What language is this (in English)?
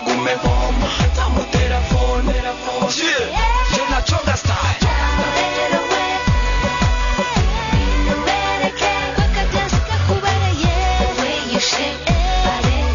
Kinyarwanda